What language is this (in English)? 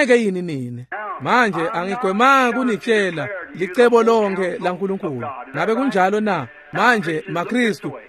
Swati